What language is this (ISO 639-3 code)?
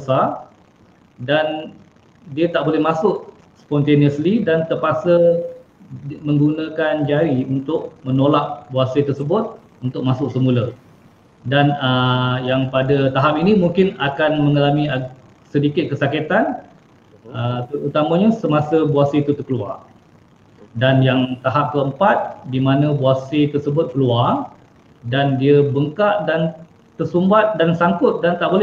msa